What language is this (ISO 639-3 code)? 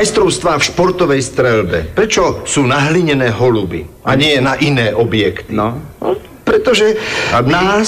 slk